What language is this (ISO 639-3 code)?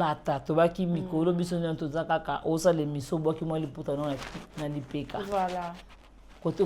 lin